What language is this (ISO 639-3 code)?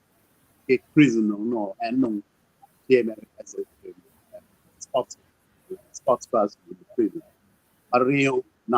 ach